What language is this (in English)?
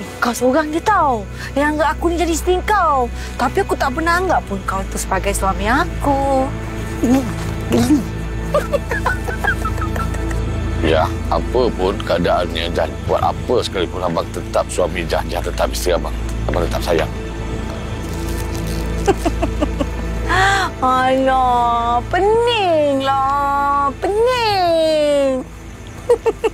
Malay